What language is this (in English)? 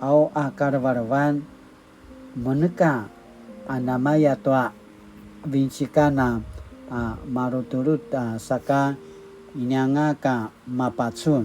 Paiwan